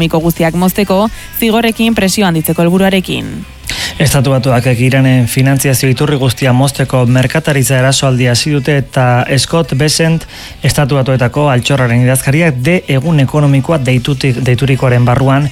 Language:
Basque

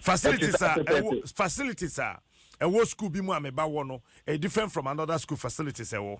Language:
Akan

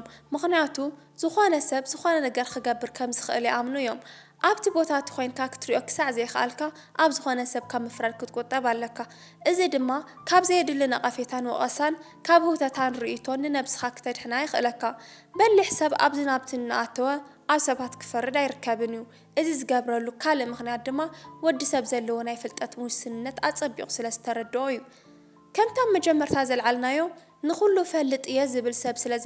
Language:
Tigrinya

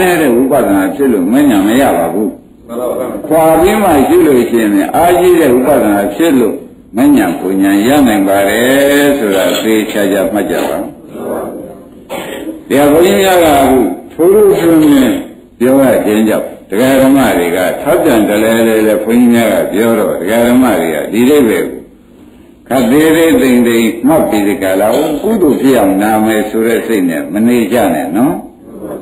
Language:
Burmese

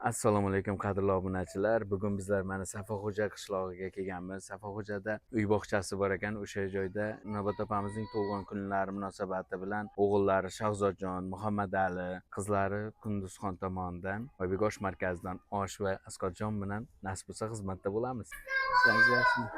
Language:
Uzbek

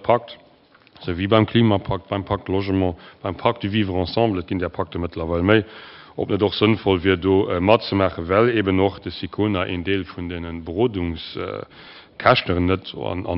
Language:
Luxembourgish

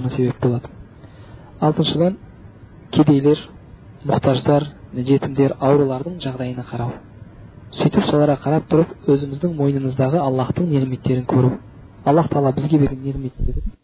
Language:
Kazakh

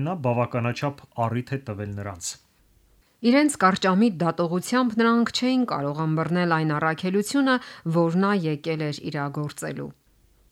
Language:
Armenian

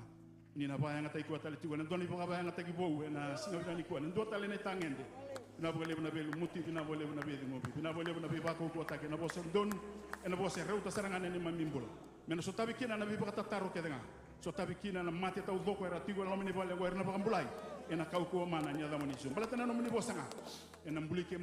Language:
Fijian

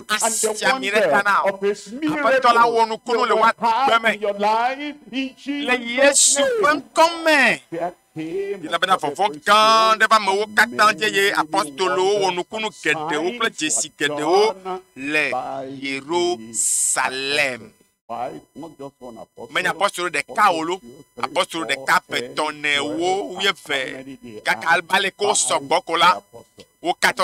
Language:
Ewe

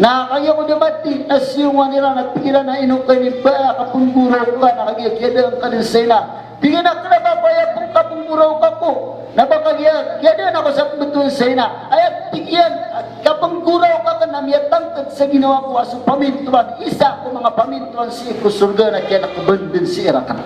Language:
Maranao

